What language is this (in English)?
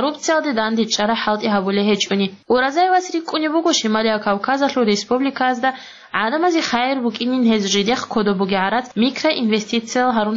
Avaric